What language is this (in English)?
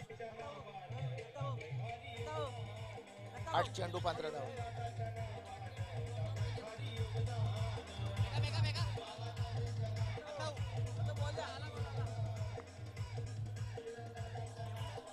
Marathi